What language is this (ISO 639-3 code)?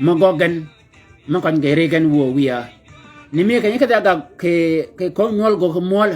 shk